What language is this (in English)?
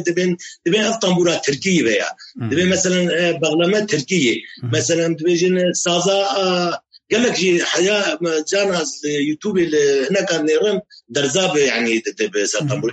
Kurdish